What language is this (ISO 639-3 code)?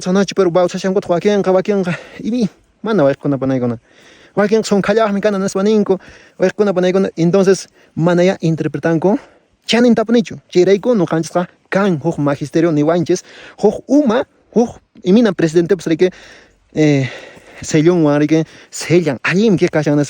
que